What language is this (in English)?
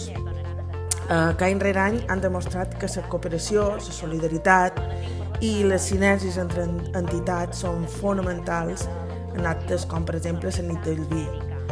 Catalan